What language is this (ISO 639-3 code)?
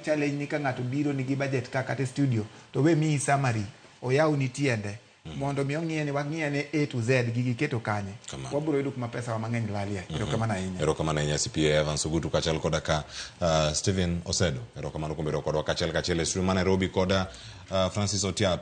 luo